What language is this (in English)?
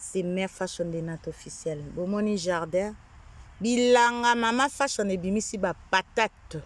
Lingala